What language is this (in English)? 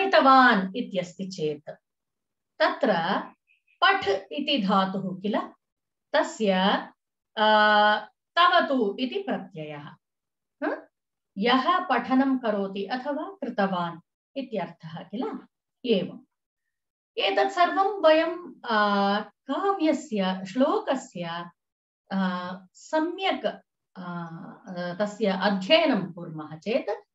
Sanskrit